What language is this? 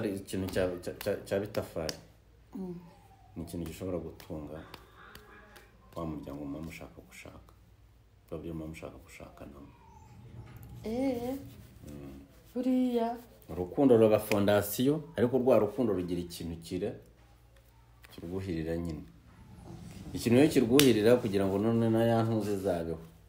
Kinyarwanda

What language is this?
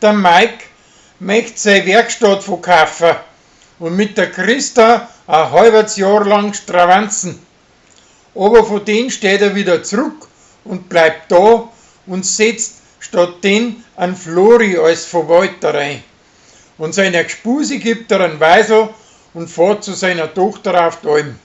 Bavarian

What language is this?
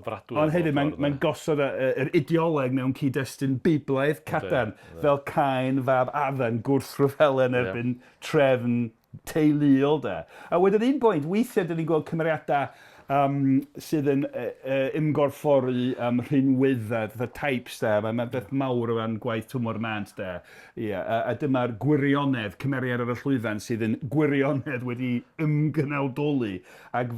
Welsh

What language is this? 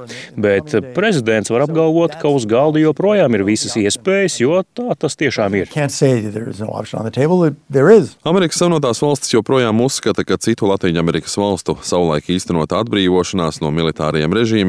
Latvian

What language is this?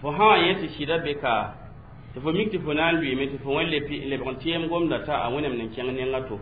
Mossi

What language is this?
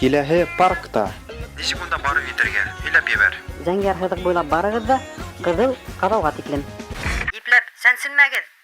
Bashkir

